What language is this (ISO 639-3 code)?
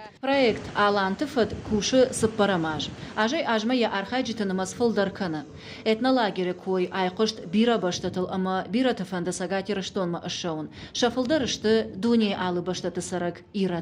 oss